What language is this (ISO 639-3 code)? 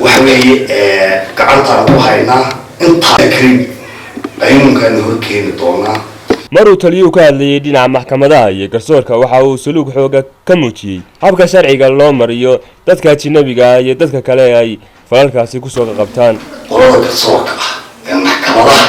som